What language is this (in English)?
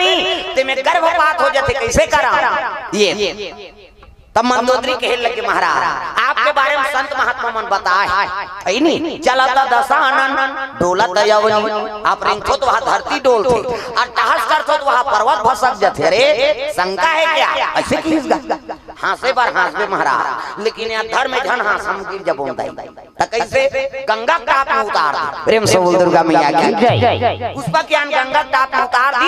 Chhattisgarhi